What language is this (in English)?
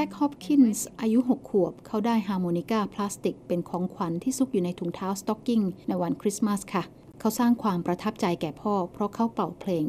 Thai